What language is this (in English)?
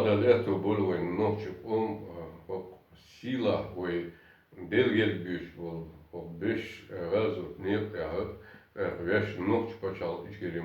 Chechen